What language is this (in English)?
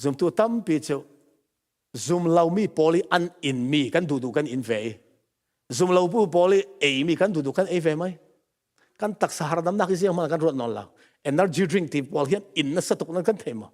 Falam Chin